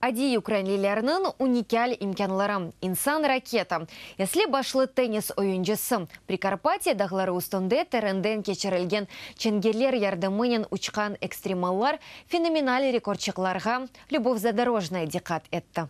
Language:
Crimean Tatar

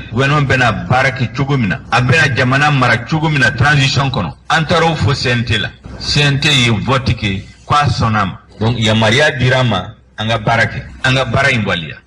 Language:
Bambara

